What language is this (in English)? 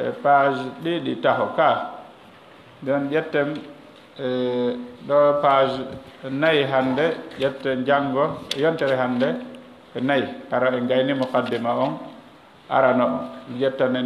Fula